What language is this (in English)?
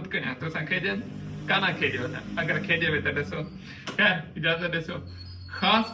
Saraiki